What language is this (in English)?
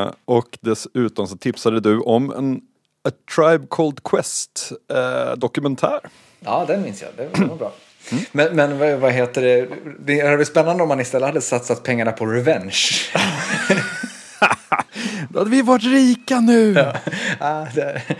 Swedish